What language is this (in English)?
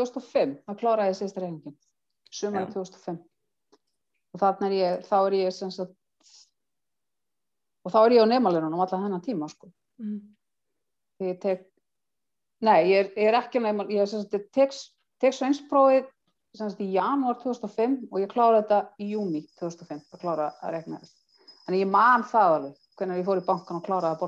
Icelandic